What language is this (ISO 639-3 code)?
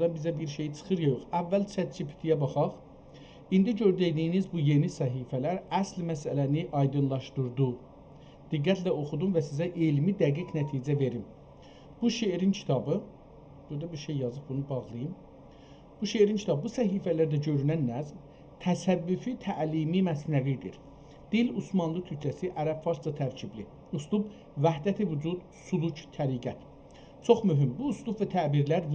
azb